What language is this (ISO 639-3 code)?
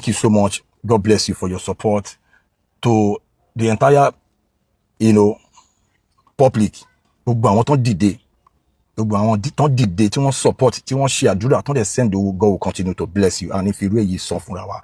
yor